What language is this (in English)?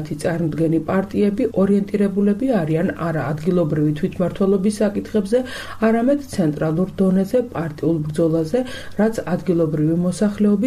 Georgian